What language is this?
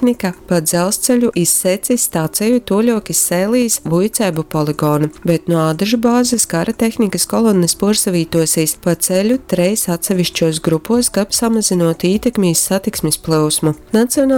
Latgalian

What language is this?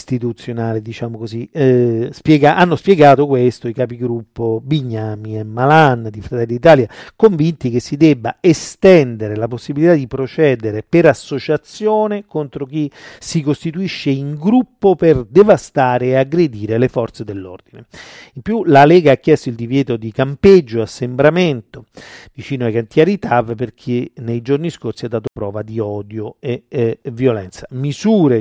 Italian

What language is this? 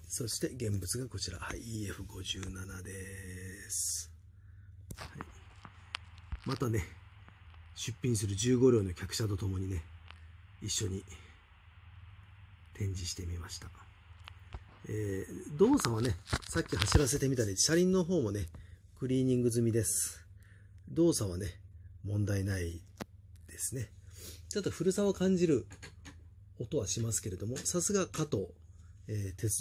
Japanese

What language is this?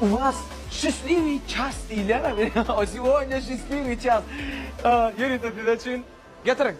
Turkmen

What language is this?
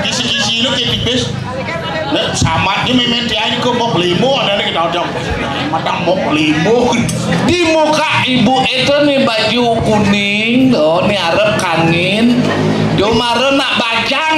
Balinese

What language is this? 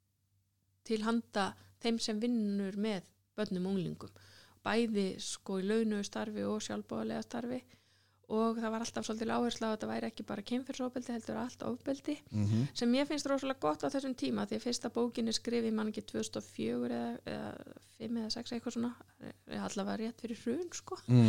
Icelandic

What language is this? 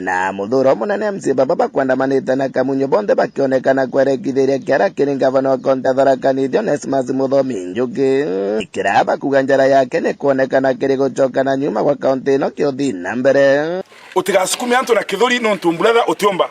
Meru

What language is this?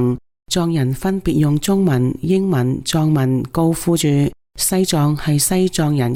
Cantonese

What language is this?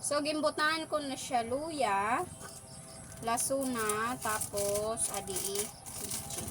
Waray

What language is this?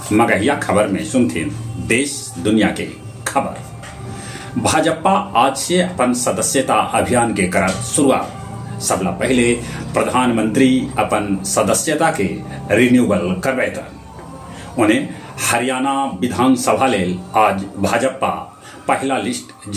Magahi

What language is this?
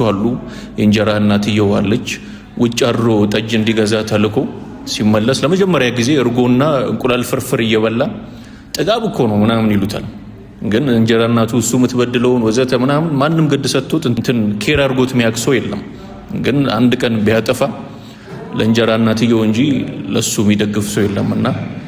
Amharic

